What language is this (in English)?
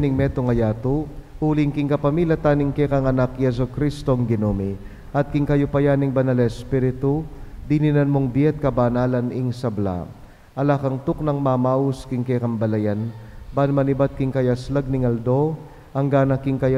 Pampanga